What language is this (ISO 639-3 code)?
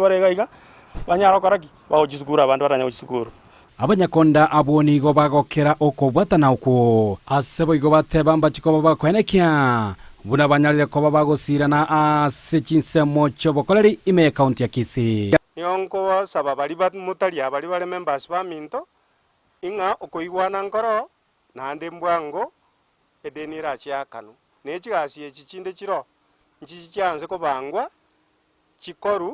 guz